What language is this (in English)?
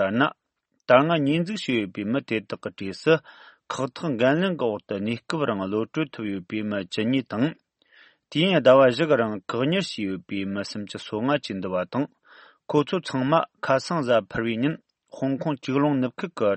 Tibetan